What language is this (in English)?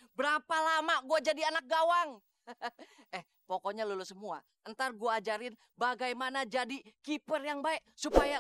Betawi